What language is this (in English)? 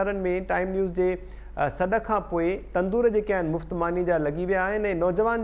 Sindhi